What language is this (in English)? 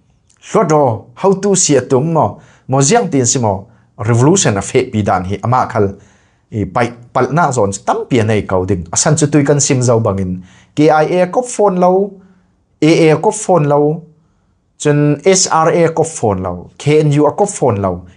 Falam Chin